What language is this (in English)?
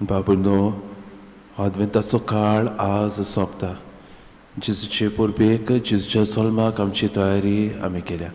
Konkani